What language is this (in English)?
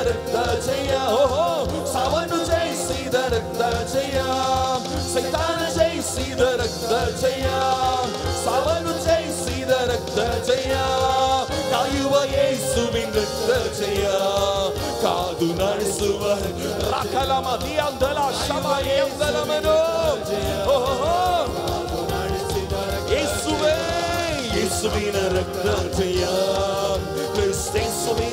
Kannada